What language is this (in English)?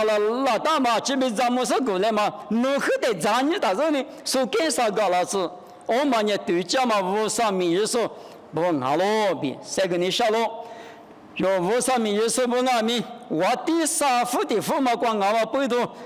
Lisu